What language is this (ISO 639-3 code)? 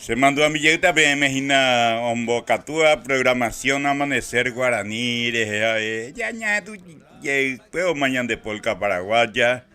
grn